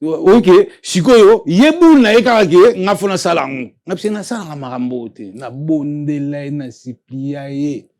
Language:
Lingala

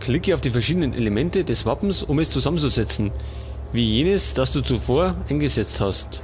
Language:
Bavarian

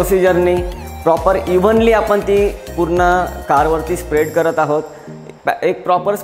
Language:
Marathi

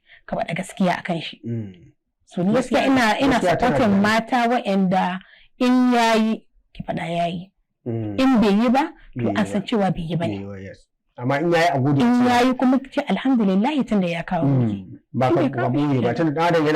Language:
Hausa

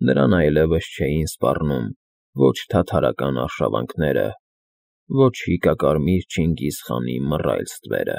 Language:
Armenian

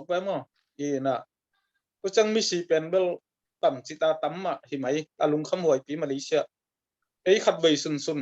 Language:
Tedim Chin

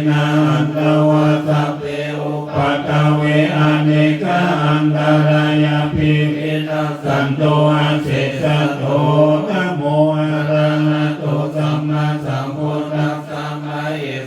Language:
Pali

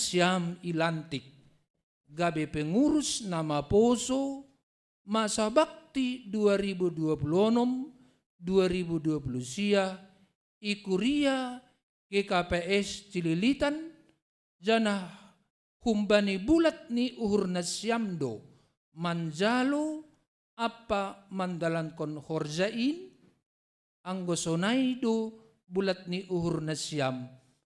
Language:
Batak Simalungun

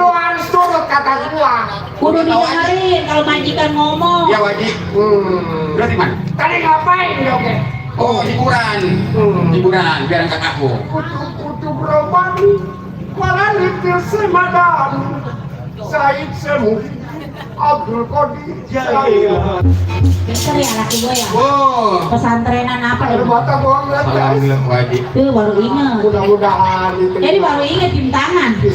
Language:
Betawi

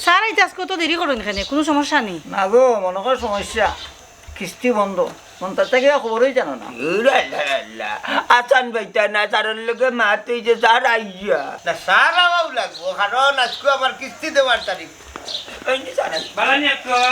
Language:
Sylheti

